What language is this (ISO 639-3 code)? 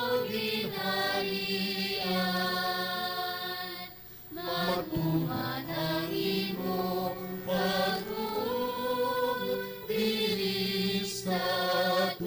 hil